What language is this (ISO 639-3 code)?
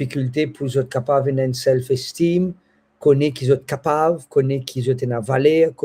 mfe